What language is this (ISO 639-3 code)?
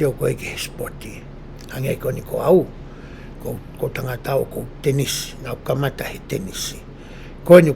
ton